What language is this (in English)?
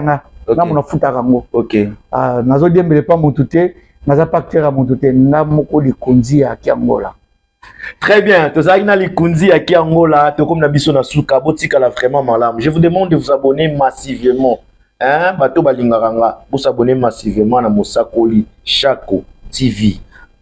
Lingala